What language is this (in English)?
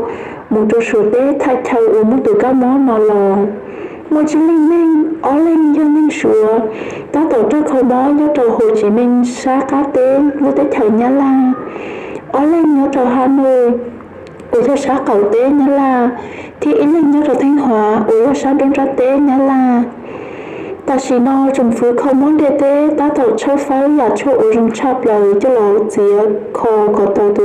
Hmong